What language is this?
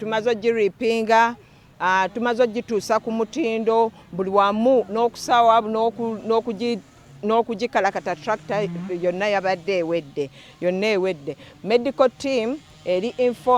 Ganda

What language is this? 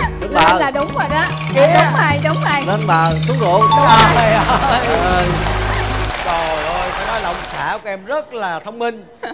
Vietnamese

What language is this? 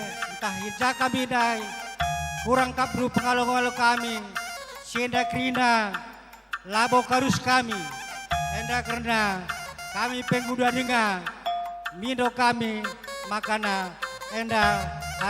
Batak Karo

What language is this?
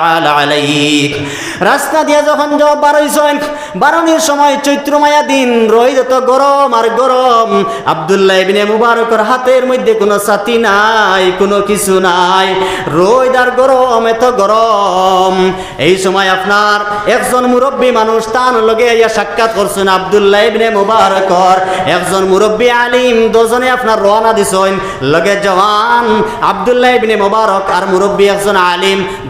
Sylheti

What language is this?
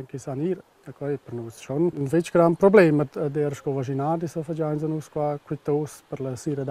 Romansh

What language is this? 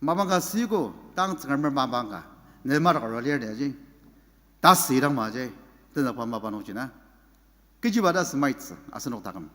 Ao Naga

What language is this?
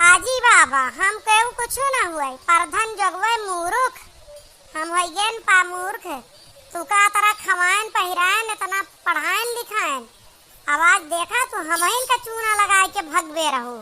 Awadhi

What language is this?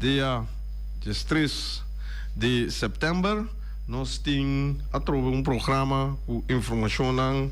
Papiamento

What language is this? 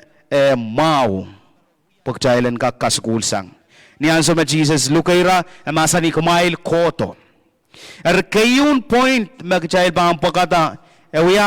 Pohnpeian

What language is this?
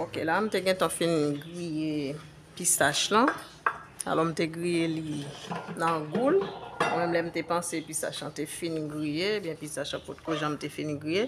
Haitian Creole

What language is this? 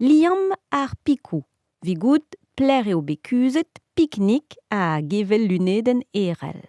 Breton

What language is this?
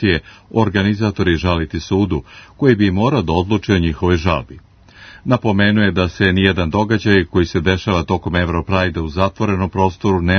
Serbian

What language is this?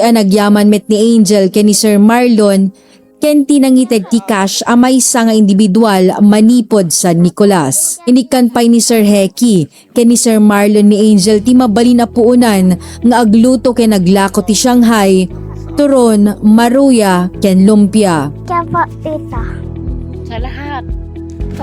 Iloko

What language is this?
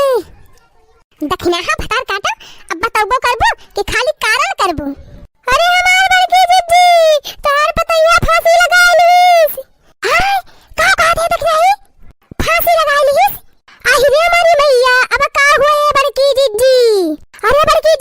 Awadhi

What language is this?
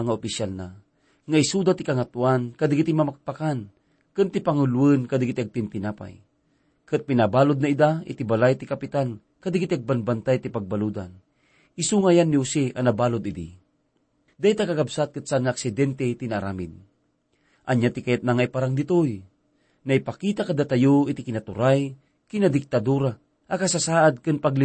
Iloko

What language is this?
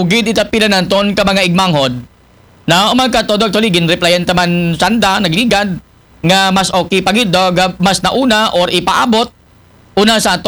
Aklanon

